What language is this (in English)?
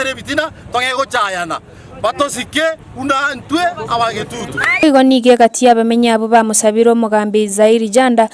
Gusii